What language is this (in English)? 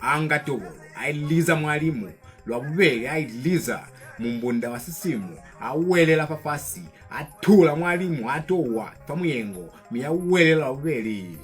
Lozi